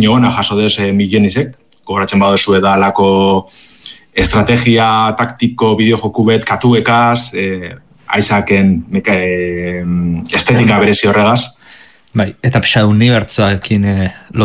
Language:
Basque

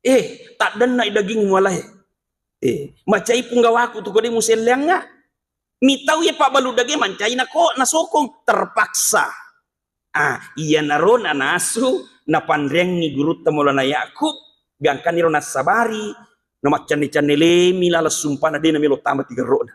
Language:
Buginese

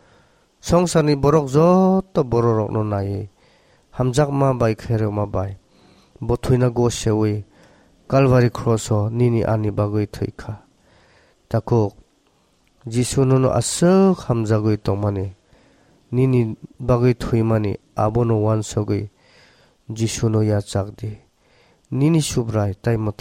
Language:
Kok Borok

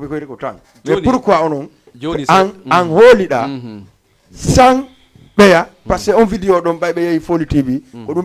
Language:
Fula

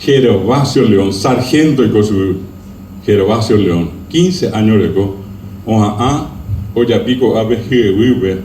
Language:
Guarani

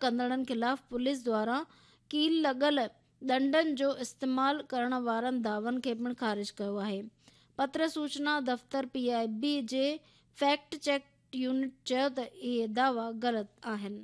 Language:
Sindhi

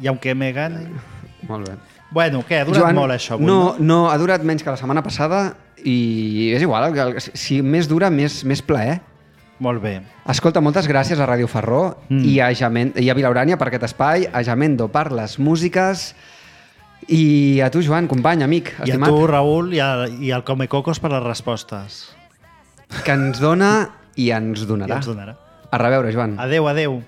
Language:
Catalan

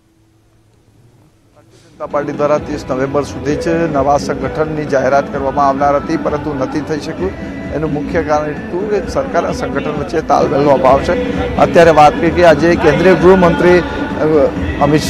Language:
Gujarati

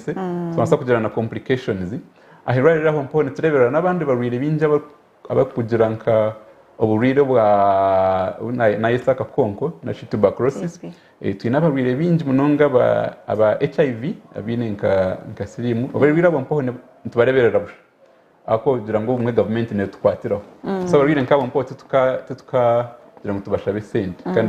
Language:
Nyankole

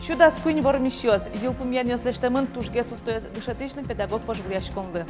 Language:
Udmurt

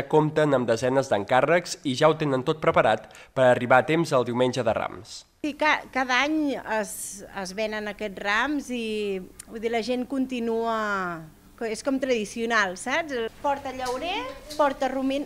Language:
Catalan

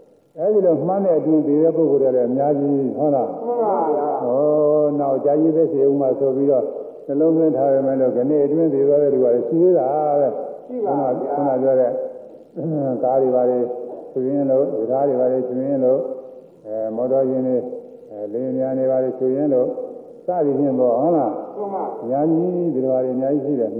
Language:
Burmese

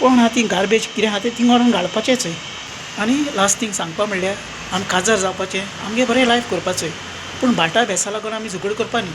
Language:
Konkani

